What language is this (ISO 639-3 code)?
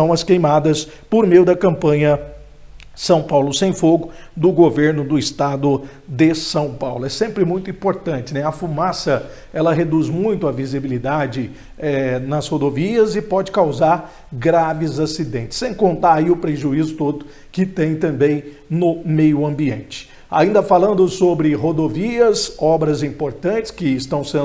por